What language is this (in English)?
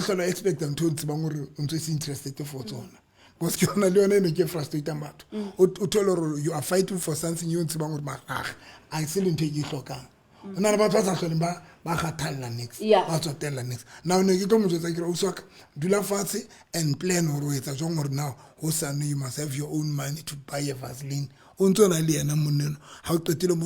Southern Sotho